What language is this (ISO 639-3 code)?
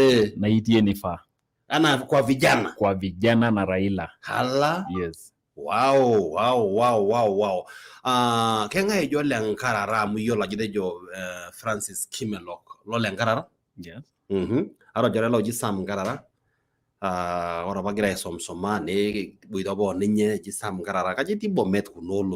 mas